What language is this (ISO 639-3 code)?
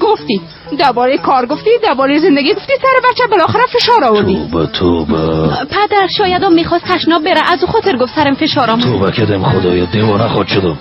fas